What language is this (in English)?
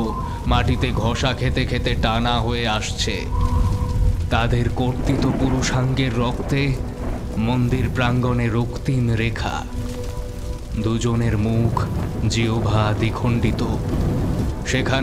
Bangla